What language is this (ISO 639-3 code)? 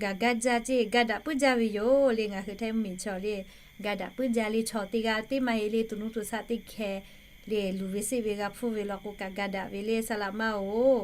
lhu